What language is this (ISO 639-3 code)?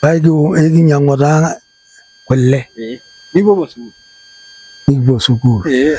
mas